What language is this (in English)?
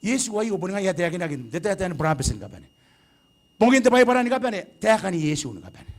Gilbertese